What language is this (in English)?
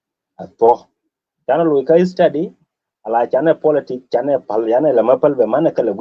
Nuer